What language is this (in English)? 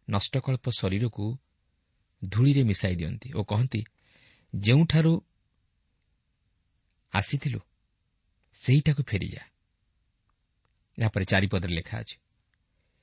Odia